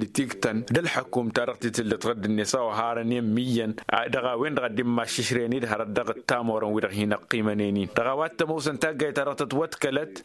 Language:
Tamasheq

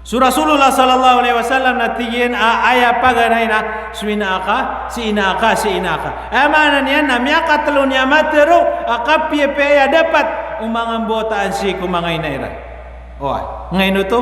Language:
Maranao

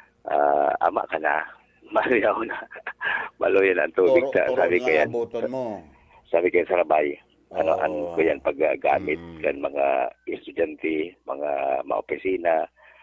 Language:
Bikol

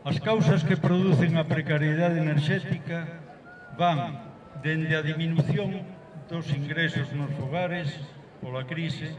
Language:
Galician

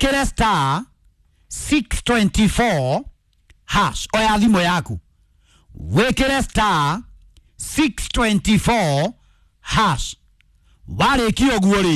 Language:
Kikuyu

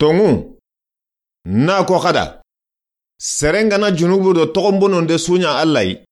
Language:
Soninke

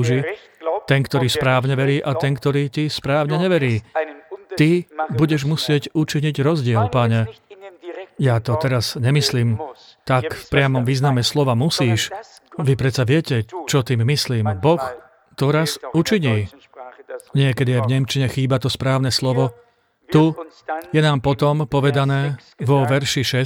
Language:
Slovak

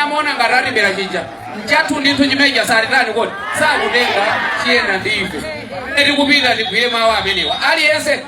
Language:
Nyanja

